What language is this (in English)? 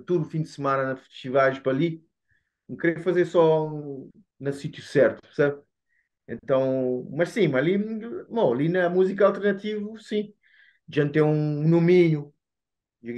Kabuverdianu